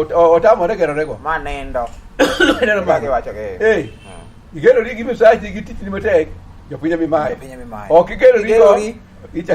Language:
Luo (Kenya and Tanzania)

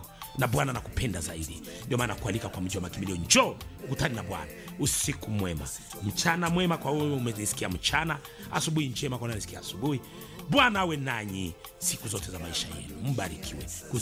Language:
Swahili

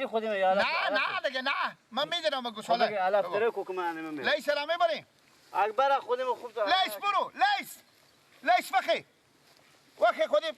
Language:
Persian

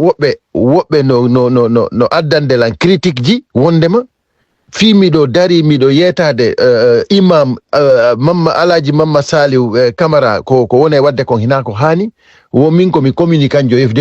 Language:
Fula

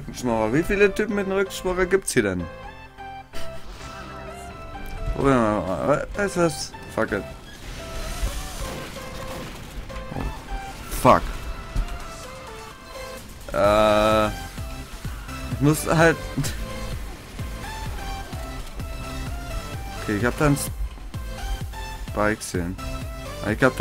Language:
German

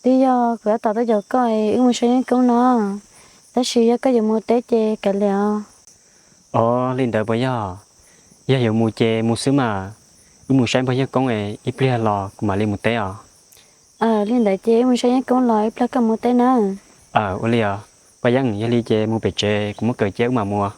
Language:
Hmong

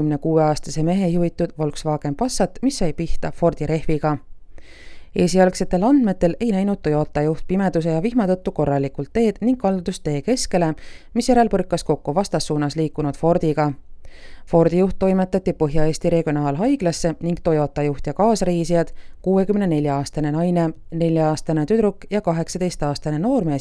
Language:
Estonian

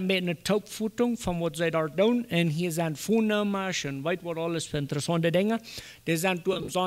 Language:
Plautdietsch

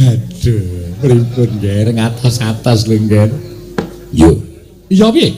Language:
Javanese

